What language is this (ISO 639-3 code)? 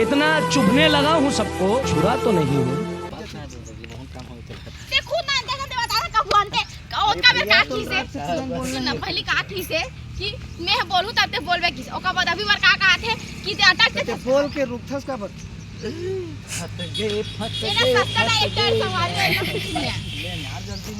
hne